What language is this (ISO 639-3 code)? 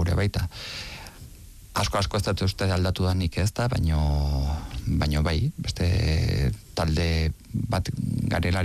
eus